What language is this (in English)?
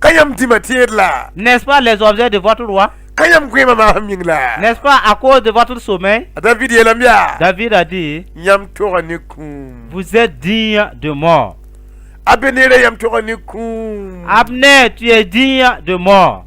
Mossi